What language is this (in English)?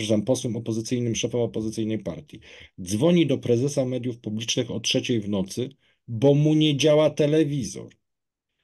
Polish